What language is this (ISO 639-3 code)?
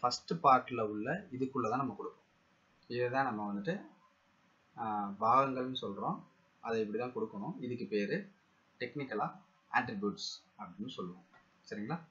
tam